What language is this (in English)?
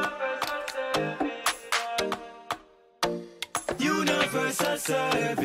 English